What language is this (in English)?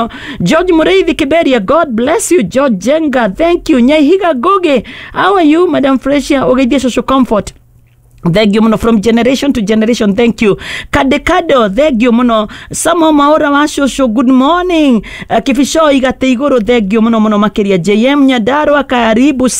Kikuyu